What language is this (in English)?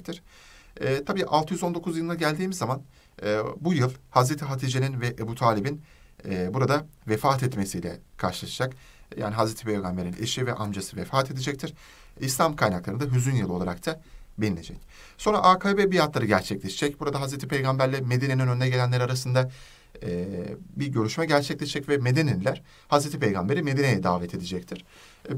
Turkish